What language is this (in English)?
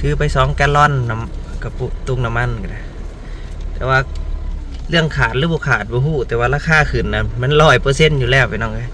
Northeastern Thai